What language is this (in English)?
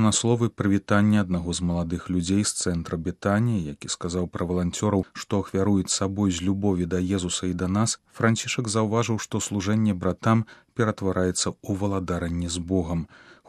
Belarusian